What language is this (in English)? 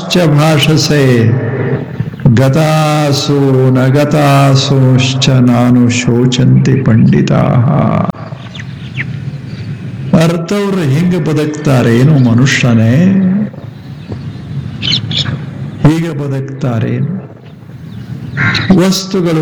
Kannada